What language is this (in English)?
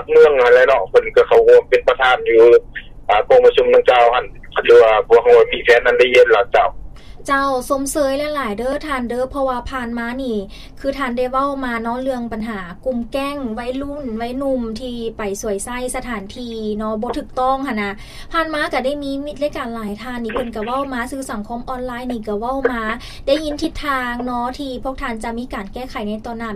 Lao